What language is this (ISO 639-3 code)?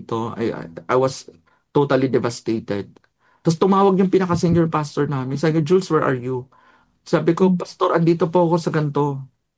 fil